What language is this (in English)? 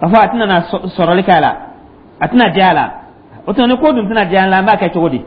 Dyula